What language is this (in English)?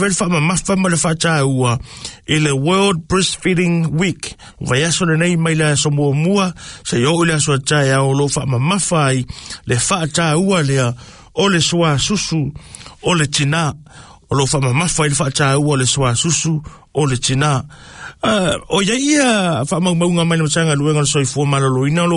Samoan